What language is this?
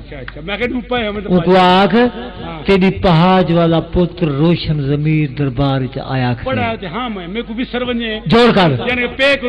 Saraiki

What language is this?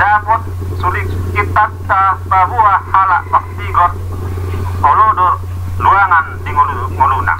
Batak Toba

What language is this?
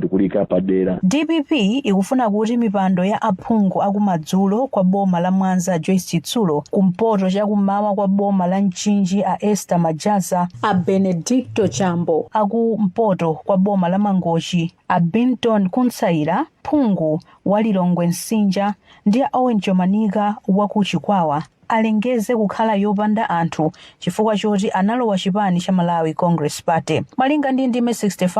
Nyanja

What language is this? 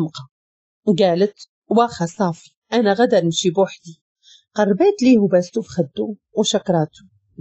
Moroccan Arabic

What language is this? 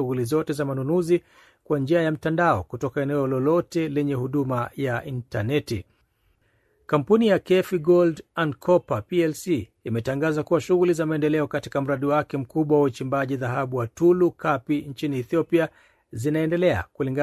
Swahili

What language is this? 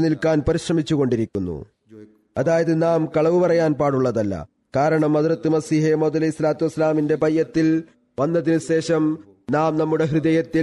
Malayalam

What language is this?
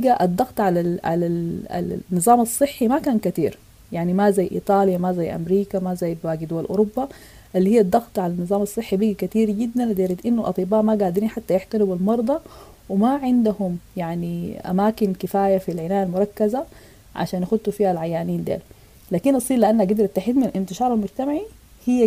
Sudanese Arabic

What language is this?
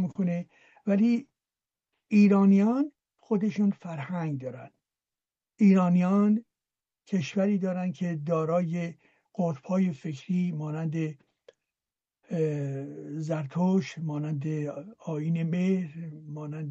Persian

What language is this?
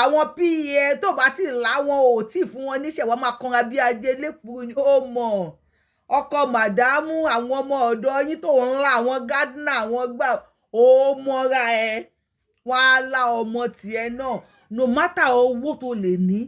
Yoruba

